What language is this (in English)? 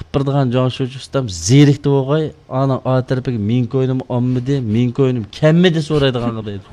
Uyghur